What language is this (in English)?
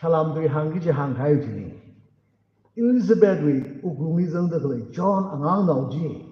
Tangkhul Naga (India)